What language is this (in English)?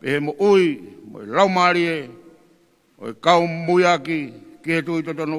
Tongan